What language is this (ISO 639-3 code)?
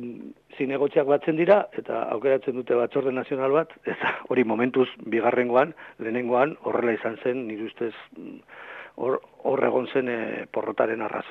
eus